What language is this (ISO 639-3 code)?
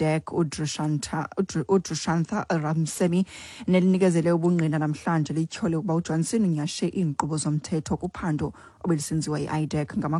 xho